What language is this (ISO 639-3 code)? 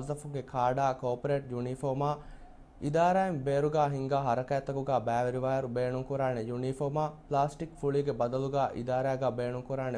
div